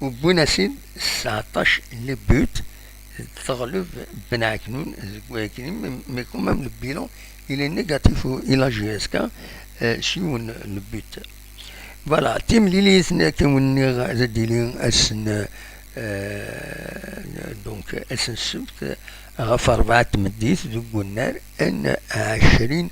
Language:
Kabyle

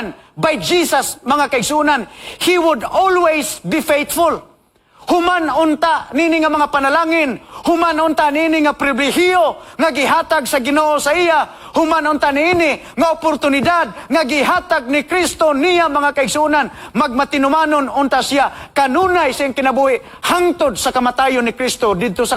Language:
Cebuano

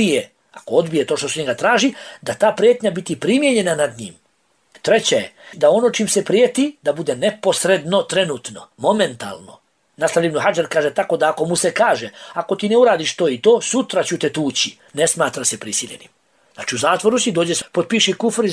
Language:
Bosnian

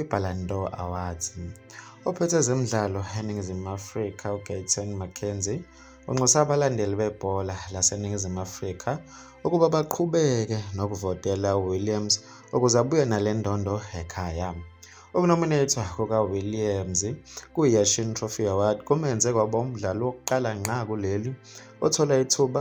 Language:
Zulu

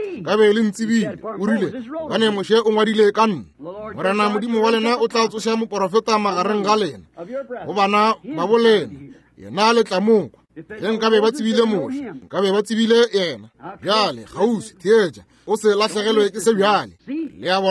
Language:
Northern Sotho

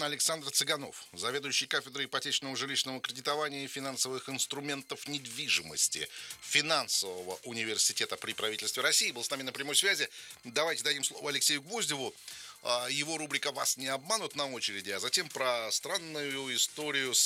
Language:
Russian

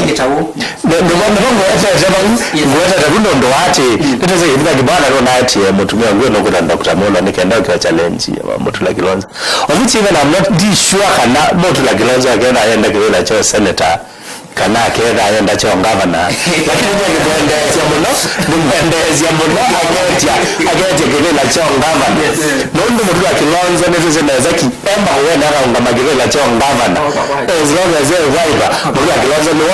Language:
Kamba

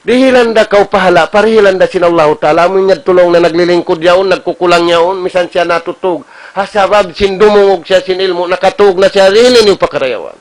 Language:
Tausug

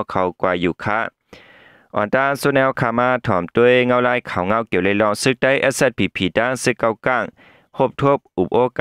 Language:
Shan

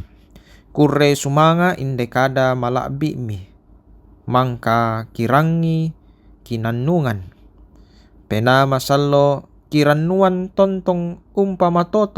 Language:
Toraja-Sa'dan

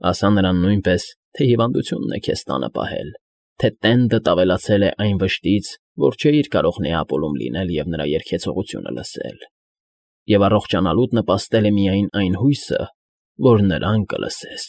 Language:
Armenian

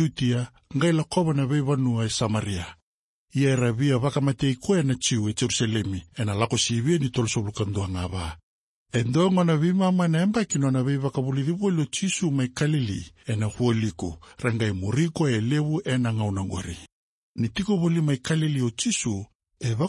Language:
Fijian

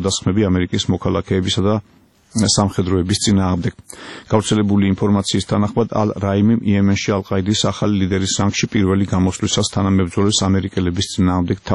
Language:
Georgian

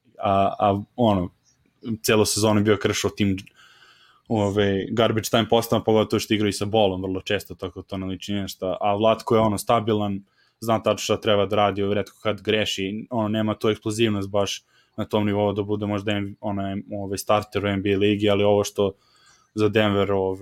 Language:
Serbian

